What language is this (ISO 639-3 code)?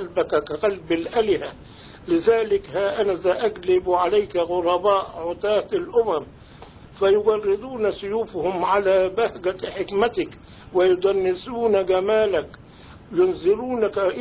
ara